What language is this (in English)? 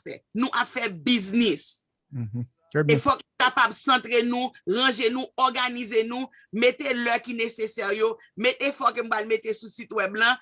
Haitian Creole